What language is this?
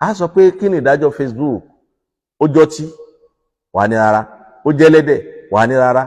Yoruba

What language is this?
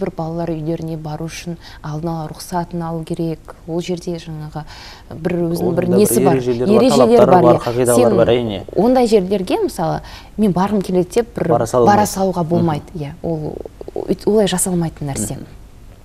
Kazakh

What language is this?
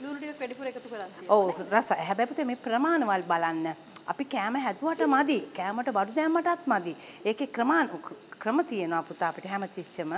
Sinhala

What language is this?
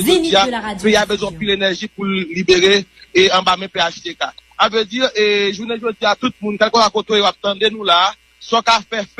Haitian Creole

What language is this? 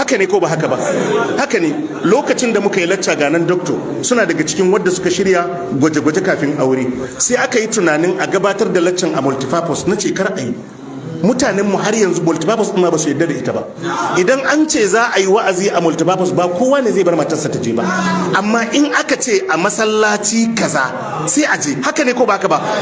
Hausa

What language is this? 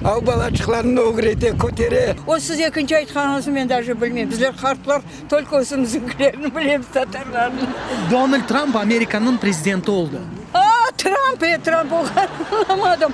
Crimean Tatar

